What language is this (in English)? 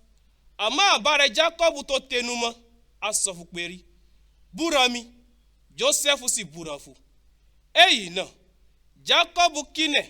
Yoruba